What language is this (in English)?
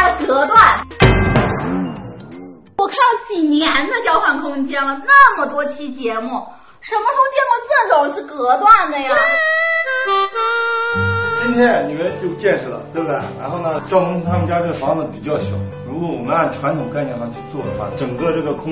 Chinese